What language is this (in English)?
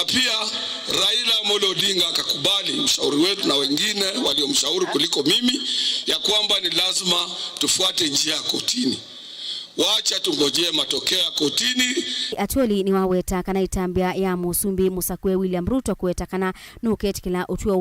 Kamba